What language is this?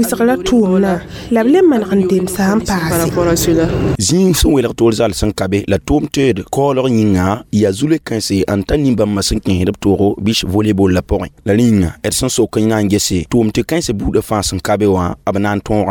Mossi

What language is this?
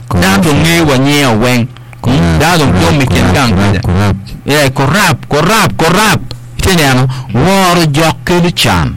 Acoli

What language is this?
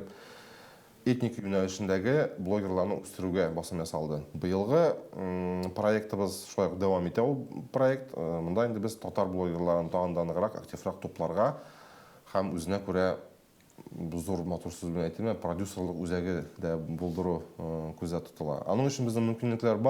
Tatar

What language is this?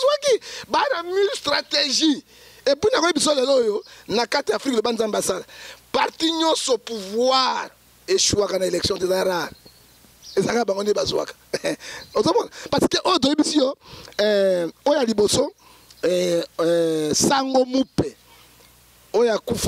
Lingala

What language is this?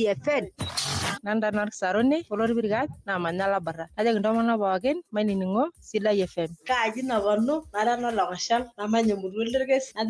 Masai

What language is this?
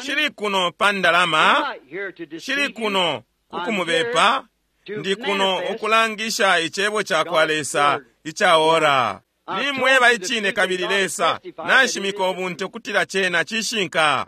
Bemba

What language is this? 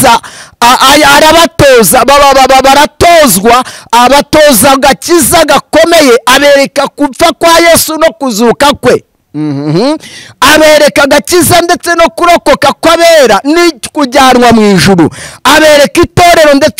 Kinyarwanda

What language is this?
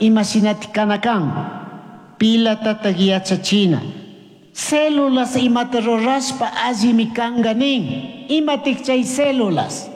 Chimborazo Highland Quichua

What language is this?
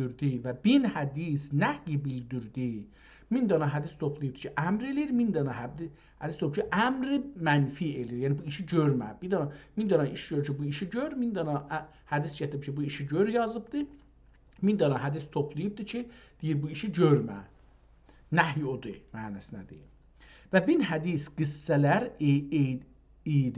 South Azerbaijani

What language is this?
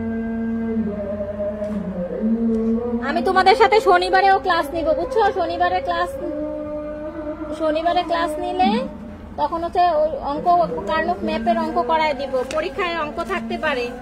Bangla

